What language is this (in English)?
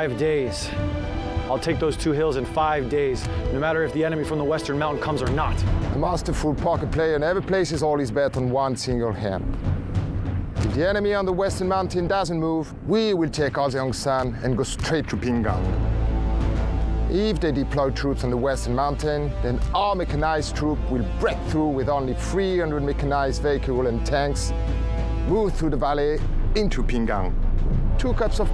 English